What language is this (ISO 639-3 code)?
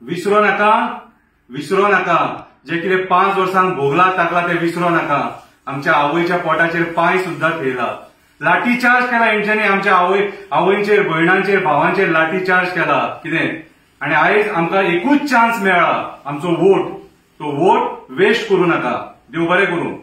kok